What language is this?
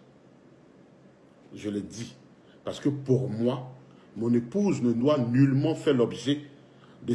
French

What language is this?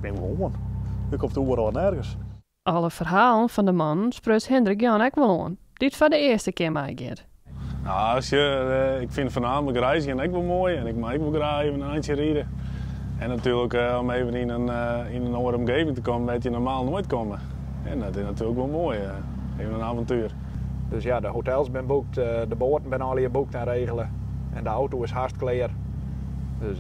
Western Frisian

